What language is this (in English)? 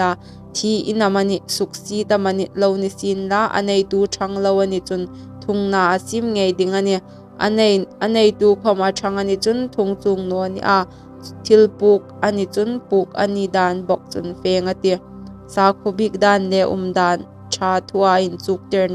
Hmar